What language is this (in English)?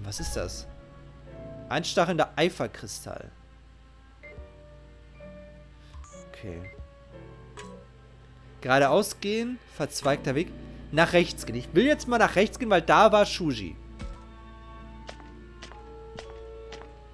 German